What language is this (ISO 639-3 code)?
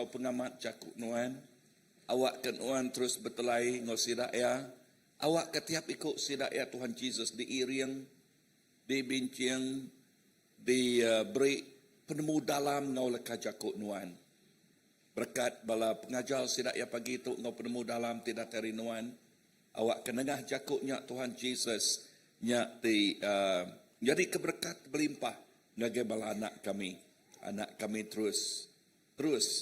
iba